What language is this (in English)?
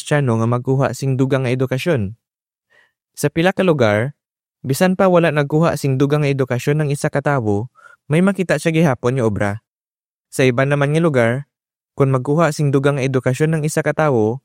Hiligaynon